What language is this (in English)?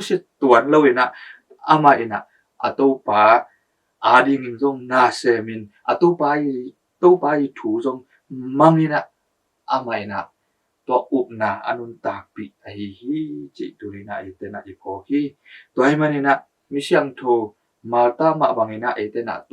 Tedim Chin